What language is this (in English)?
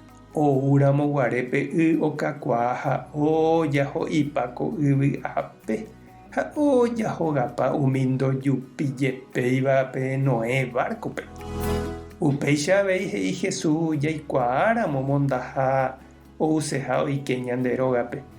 Guarani